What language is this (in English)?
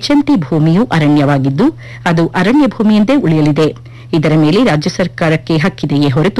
Kannada